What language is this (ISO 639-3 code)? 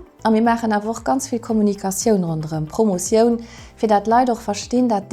ltz